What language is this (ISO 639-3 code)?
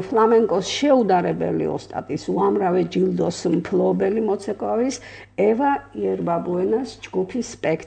kat